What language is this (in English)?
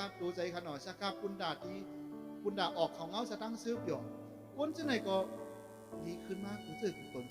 Shan